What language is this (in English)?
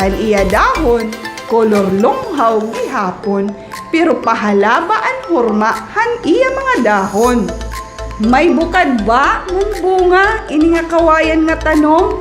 Waray